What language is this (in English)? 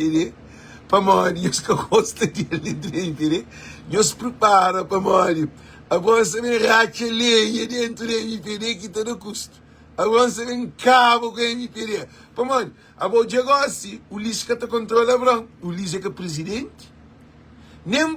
Kabuverdianu